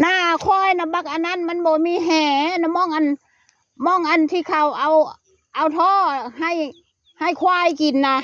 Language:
Northeastern Thai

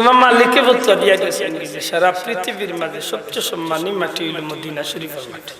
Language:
Sylheti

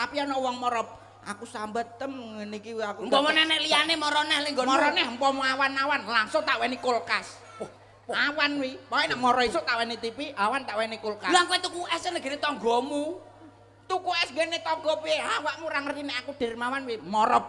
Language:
Javanese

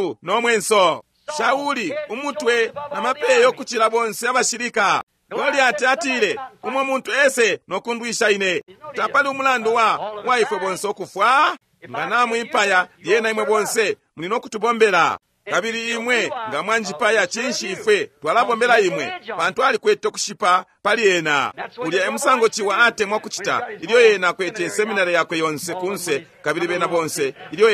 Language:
Bemba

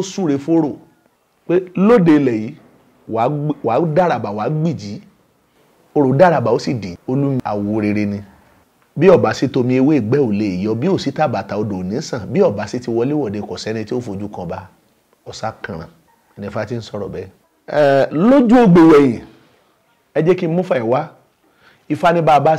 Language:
Yoruba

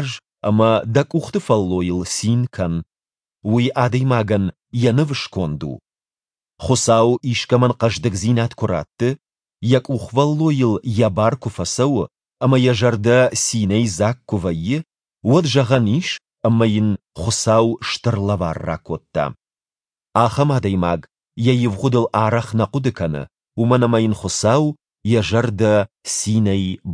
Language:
Ossetic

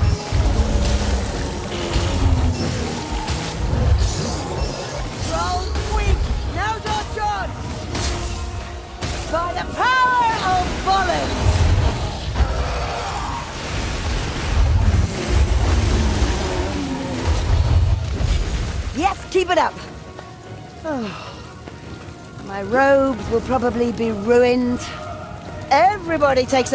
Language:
English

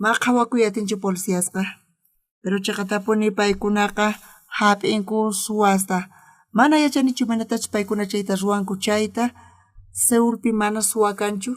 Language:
South Bolivian Quechua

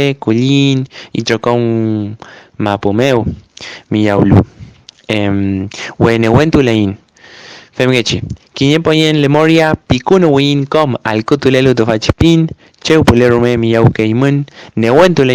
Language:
Mapuche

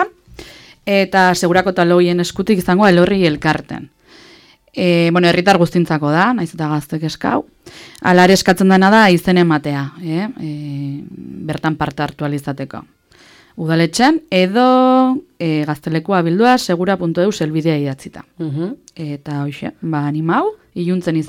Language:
Basque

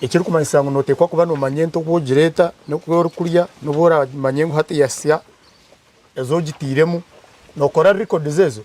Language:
Nyankole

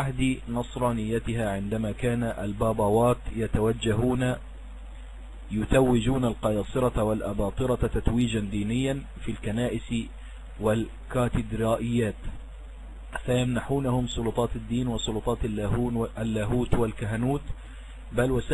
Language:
Arabic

